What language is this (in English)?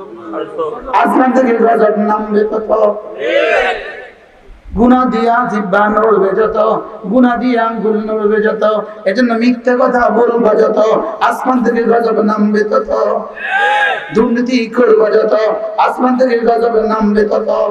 Bangla